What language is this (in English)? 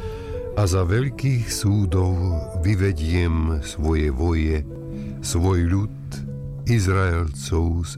Slovak